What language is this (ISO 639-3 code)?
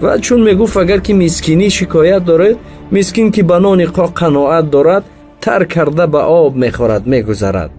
tgk